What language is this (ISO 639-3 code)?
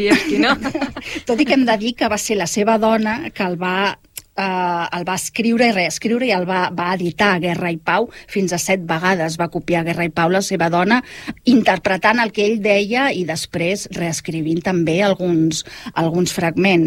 cat